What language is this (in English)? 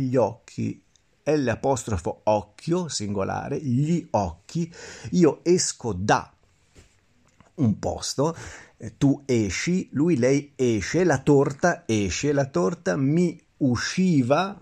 Italian